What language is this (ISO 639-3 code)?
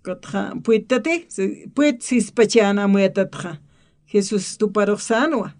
aym